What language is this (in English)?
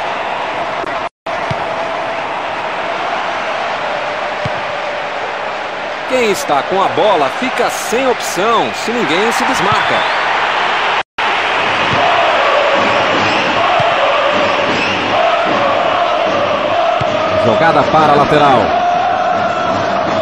Portuguese